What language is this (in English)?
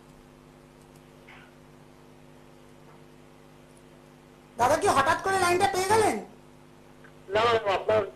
Bangla